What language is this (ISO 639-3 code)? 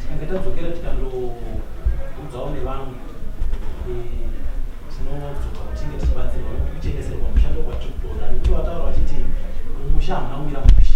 sna